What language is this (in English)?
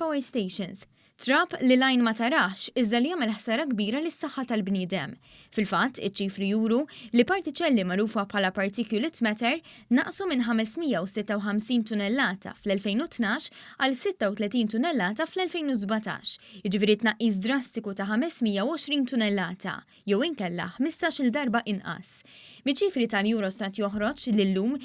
Maltese